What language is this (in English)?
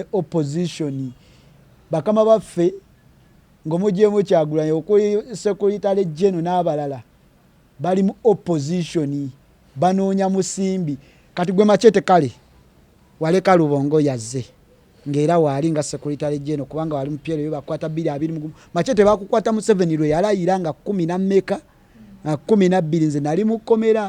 Ganda